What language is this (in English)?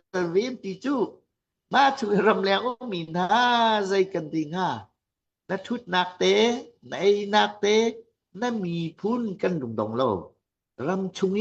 Hakha Chin